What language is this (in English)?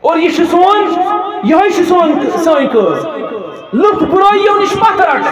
Kashmiri